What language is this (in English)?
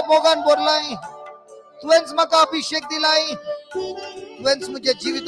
Konkani